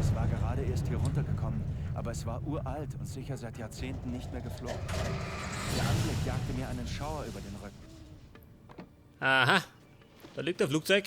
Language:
Bavarian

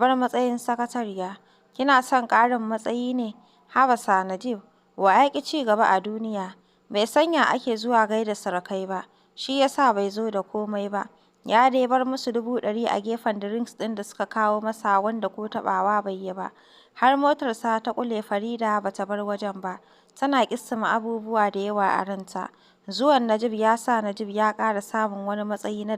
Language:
Hausa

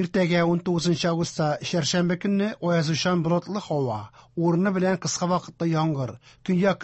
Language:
Tatar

